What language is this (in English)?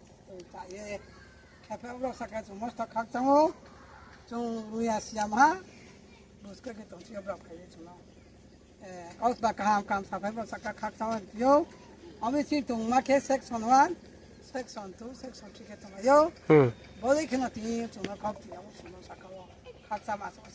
Riang (India)